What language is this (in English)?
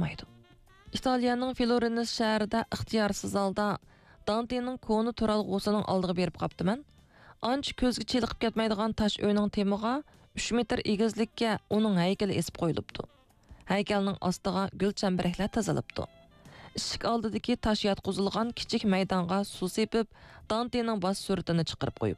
Uyghur